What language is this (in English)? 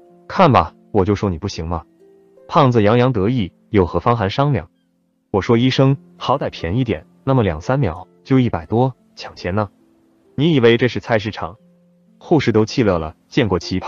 Chinese